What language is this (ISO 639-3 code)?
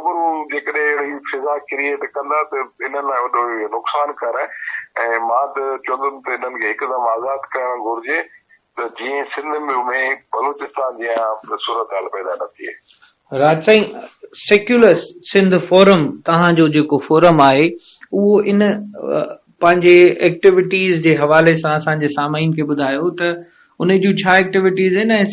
snd